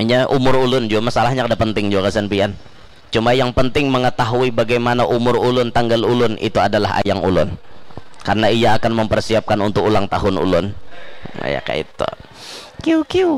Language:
Banjar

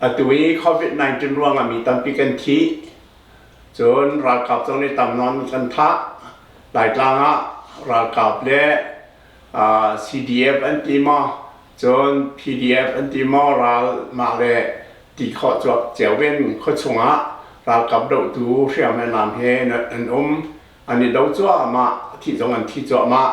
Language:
Hakha Chin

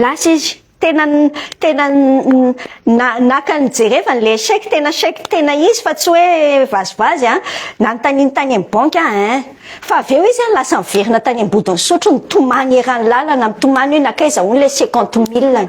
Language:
Malagasy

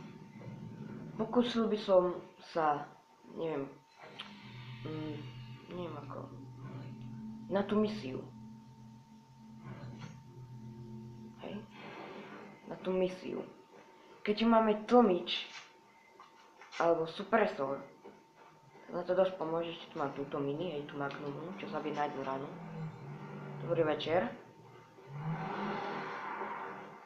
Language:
Slovak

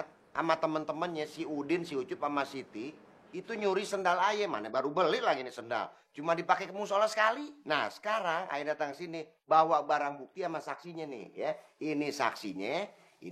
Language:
Betawi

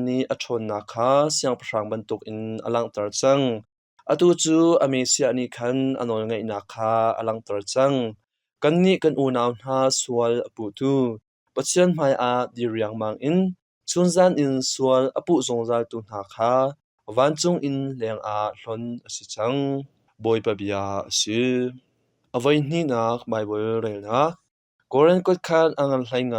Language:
Hakha Chin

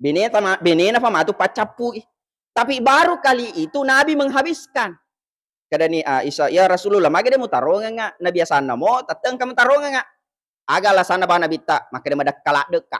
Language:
Buginese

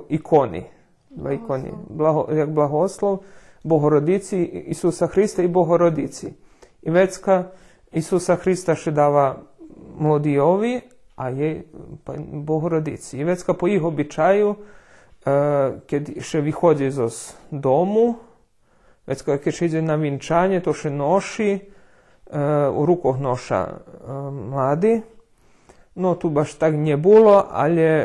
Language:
Rusyn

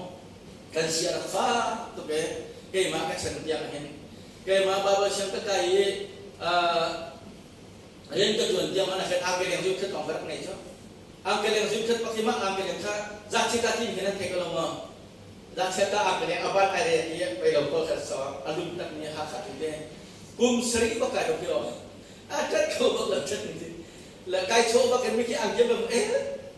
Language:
Hakha Chin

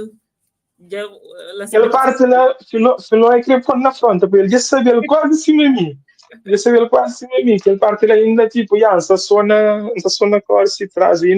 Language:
Kabuverdianu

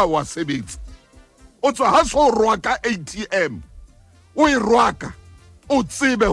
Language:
Southern Sotho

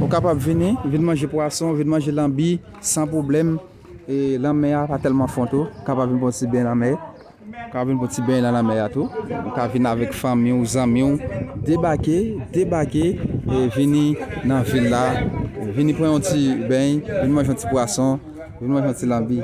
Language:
Haitian Creole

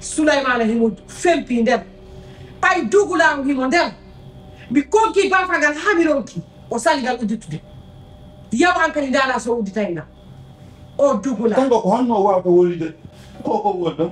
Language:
Pular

